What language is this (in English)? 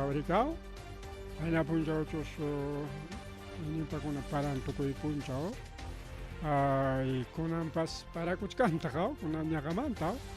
Ayacucho Quechua